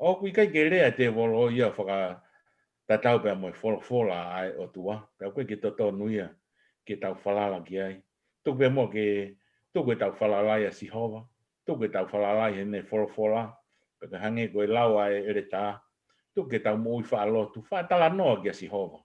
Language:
Tongan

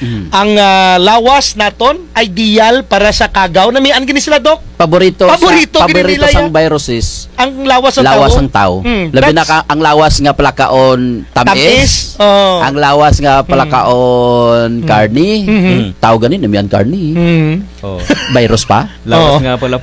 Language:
Kinaray-a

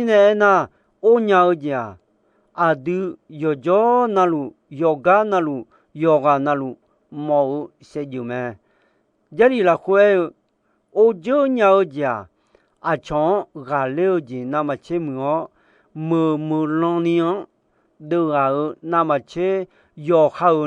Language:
Akha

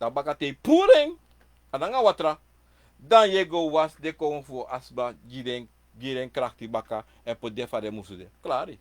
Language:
Sranan Tongo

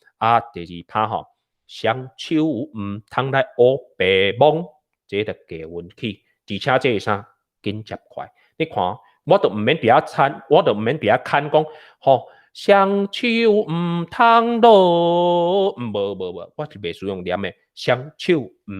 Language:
Min Nan Chinese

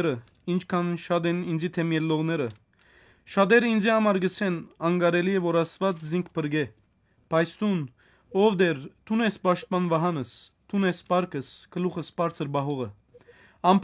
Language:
Western Armenian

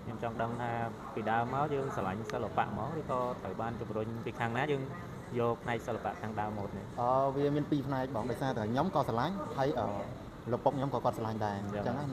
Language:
Khmer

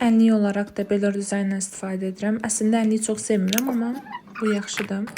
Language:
Azerbaijani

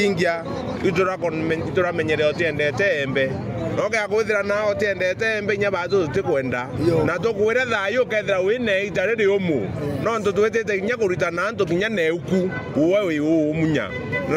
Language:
Meru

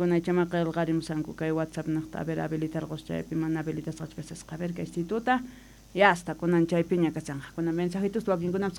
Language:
South Bolivian Quechua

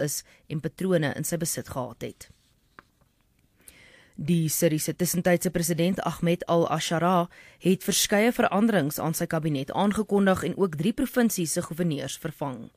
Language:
Afrikaans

